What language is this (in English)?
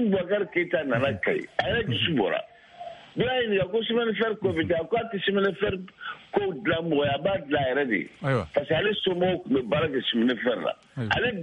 Bambara